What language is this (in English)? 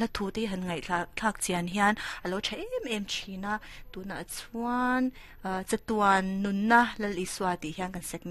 Mizo